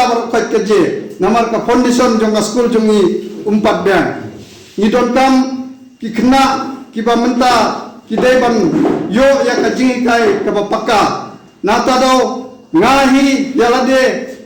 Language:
Khasi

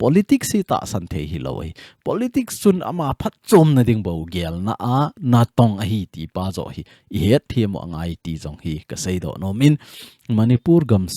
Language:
Thado Chin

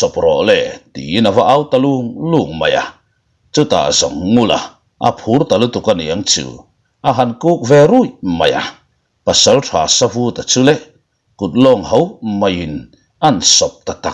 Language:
Mizo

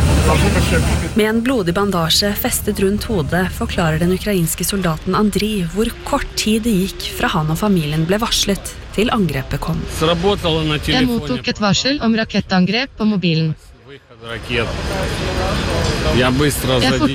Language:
Norwegian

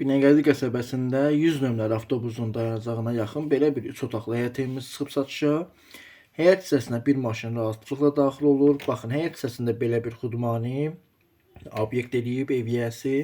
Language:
Azerbaijani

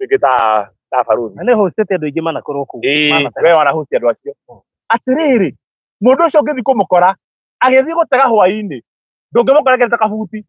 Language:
Kikuyu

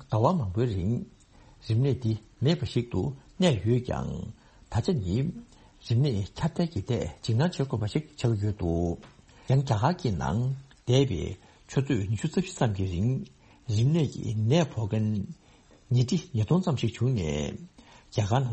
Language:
Tibetan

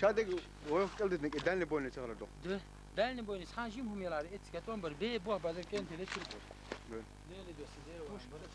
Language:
Chechen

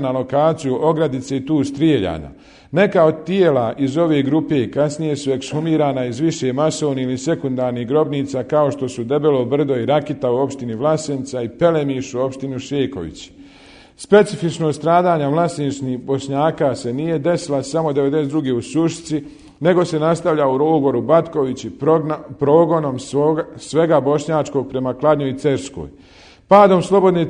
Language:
Bosnian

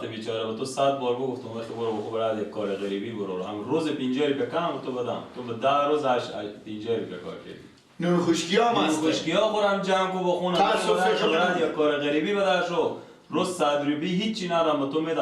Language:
Persian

